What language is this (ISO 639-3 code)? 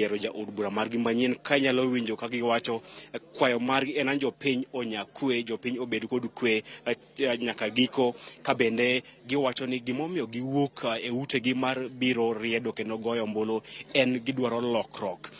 luo